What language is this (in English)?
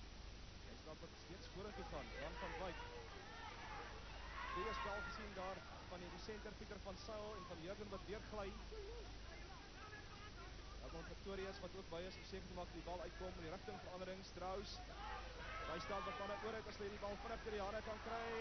Afrikaans